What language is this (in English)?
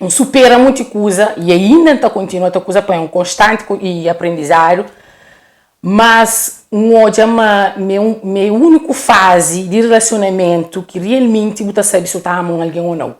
Kabuverdianu